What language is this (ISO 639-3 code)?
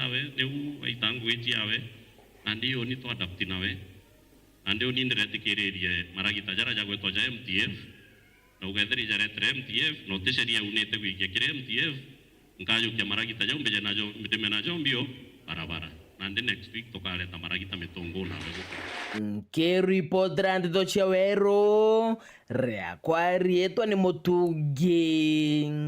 mer